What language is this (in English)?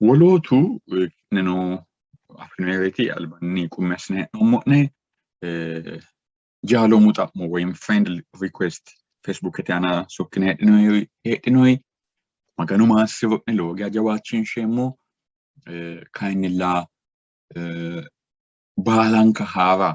Sidamo